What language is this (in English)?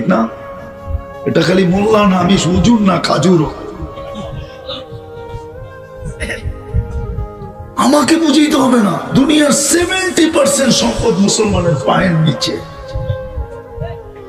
Bangla